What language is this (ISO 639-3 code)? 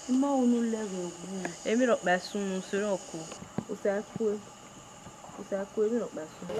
bin